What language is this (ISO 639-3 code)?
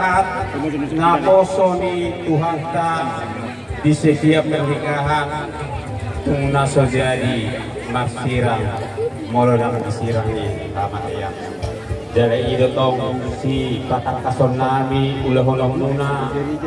bbc